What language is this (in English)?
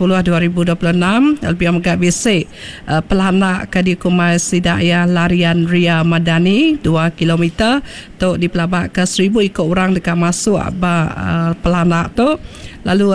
Iban